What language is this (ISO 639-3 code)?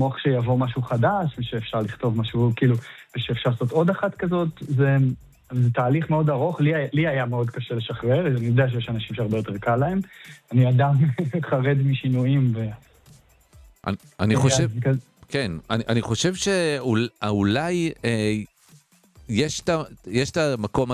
heb